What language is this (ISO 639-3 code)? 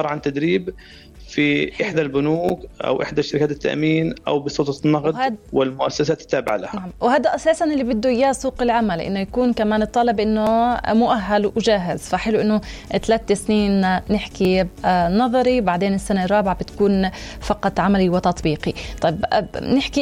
apc